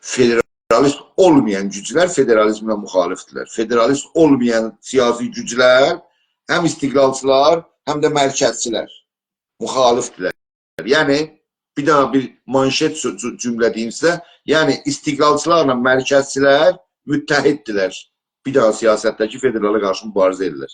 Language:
South Azerbaijani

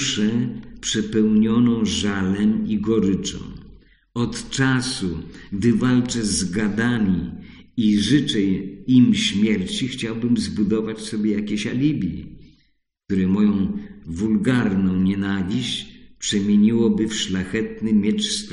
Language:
Polish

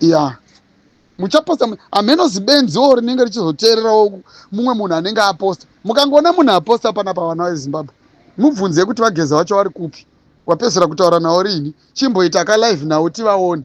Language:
Shona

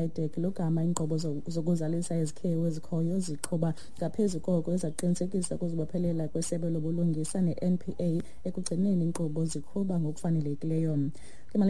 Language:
Xhosa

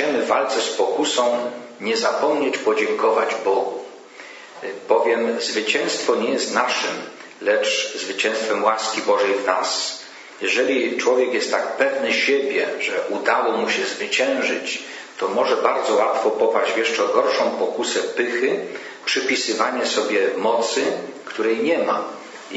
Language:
Polish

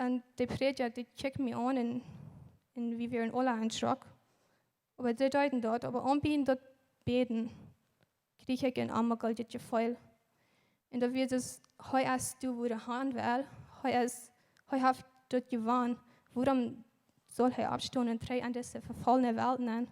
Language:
Plautdietsch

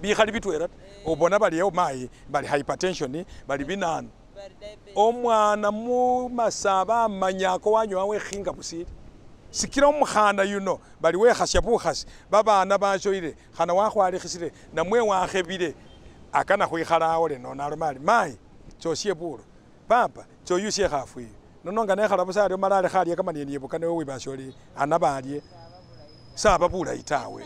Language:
Masaaba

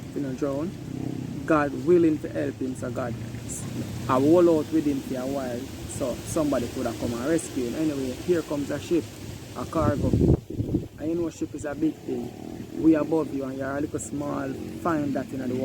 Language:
Jamaican Creole English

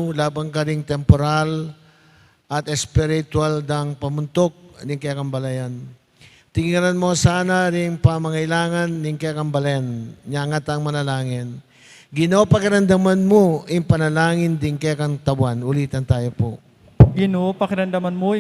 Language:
Pampanga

